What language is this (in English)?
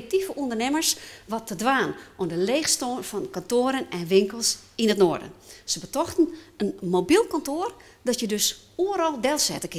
Western Frisian